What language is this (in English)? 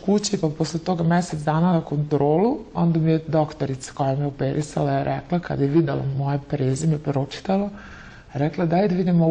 Serbian